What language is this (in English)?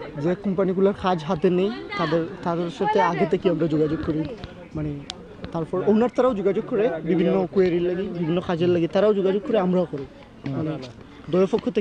Sylheti